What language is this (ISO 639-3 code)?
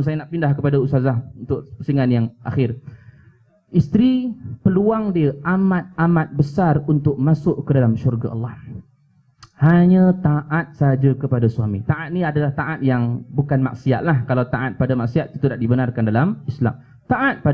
msa